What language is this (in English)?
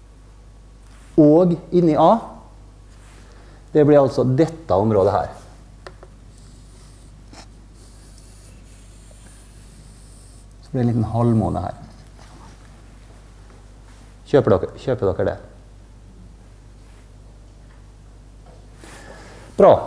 Norwegian